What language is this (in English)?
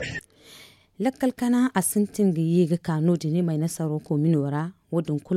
Zarma